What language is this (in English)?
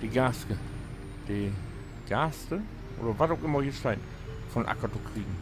Low German